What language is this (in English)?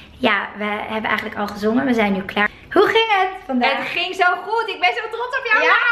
Dutch